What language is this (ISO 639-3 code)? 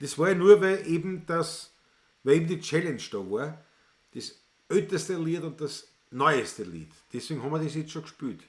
bar